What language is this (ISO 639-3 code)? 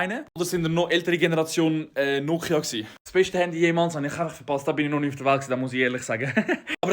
gsw